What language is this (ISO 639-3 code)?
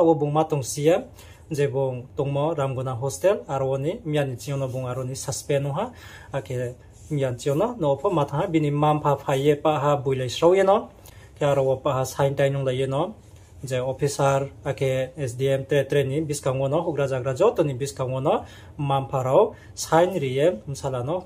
ria